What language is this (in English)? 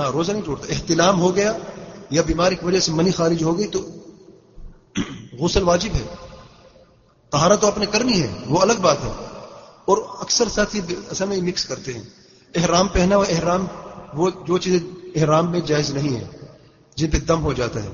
Urdu